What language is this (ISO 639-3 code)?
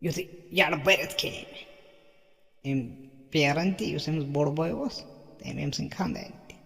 kas